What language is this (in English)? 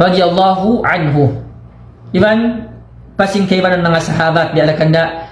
Tausug